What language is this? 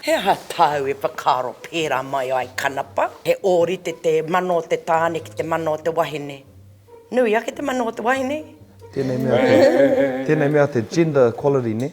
Māori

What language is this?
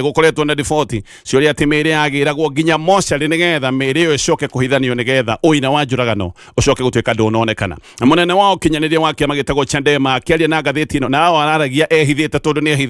Kikuyu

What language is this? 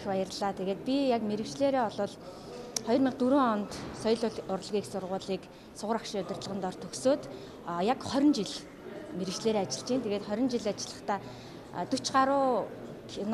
Mongolian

